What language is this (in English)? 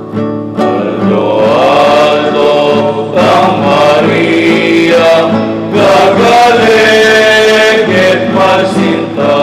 Pampanga